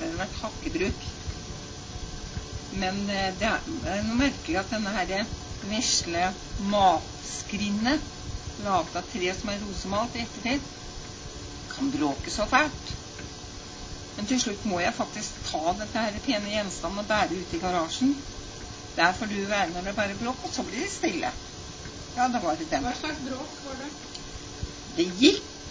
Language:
Norwegian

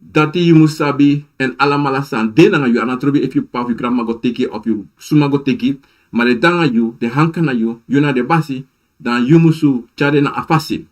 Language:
Sranan Tongo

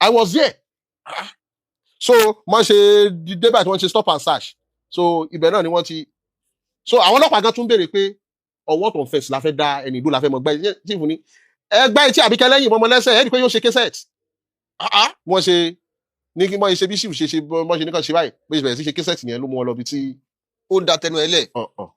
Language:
Yoruba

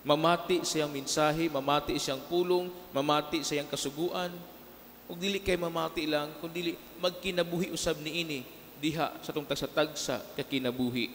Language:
Cebuano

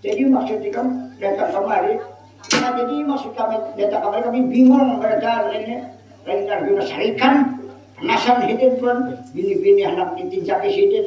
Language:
Banjar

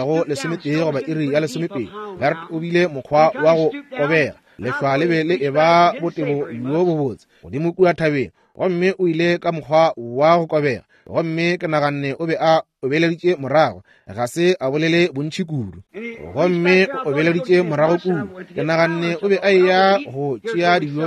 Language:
Northern Sotho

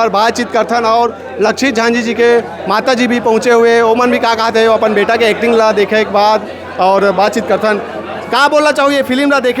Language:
Chhattisgarhi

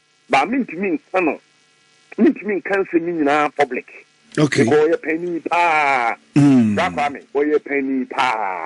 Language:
Akan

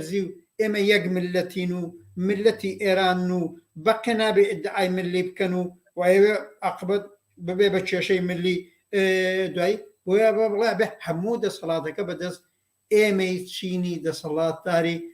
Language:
Central Kurdish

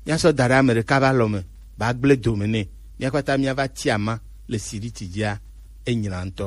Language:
Gen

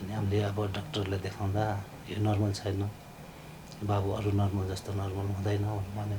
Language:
Nepali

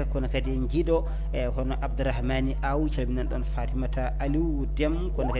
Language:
Fula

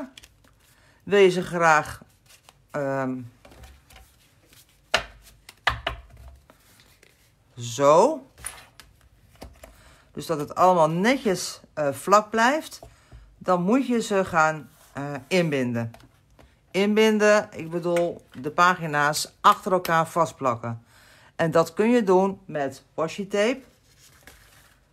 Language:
Dutch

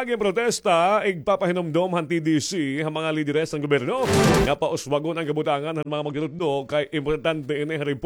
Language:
Waray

